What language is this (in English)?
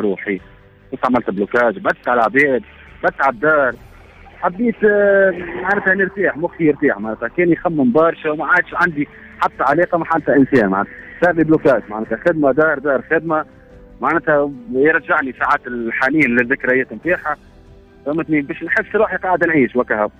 Tunisian Arabic